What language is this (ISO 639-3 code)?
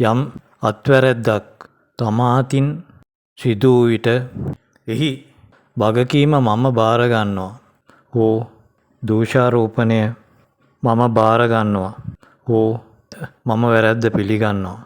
sin